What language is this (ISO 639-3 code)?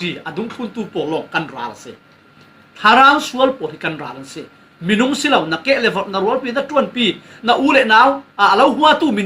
cfm